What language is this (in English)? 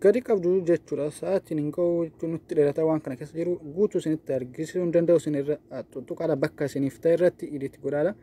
Oromo